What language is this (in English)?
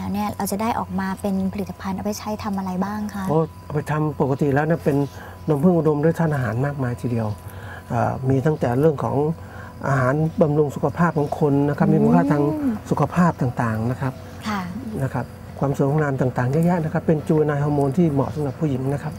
Thai